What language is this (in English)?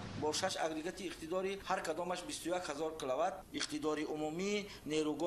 Tajik